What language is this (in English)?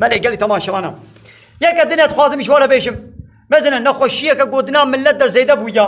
Kurdish